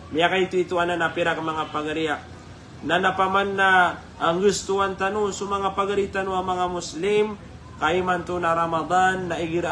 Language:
Maranao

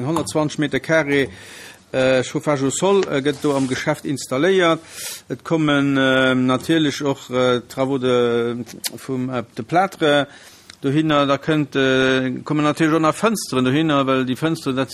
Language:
Luxembourgish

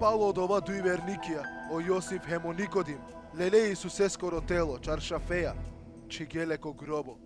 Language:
Balkan Romani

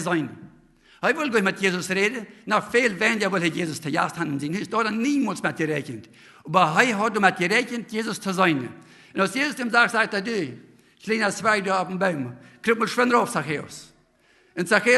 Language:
Plautdietsch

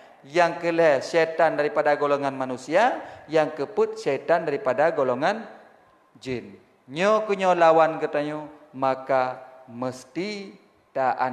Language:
Achinese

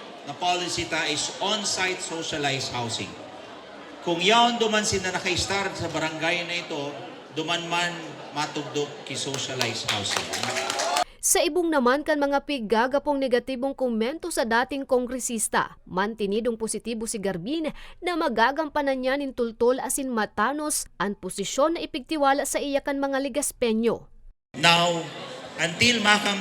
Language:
Bikol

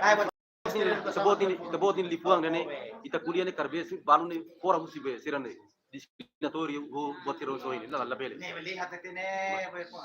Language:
Tetum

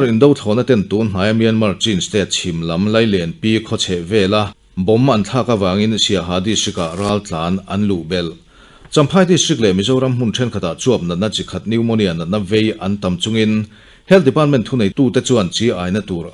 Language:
Mizo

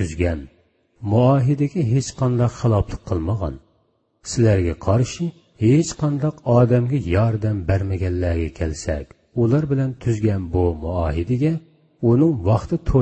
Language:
Uyghur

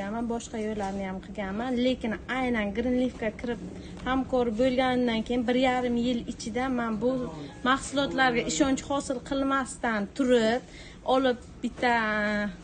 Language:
Uzbek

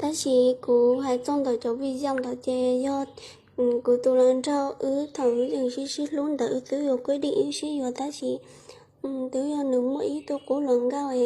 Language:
Hmong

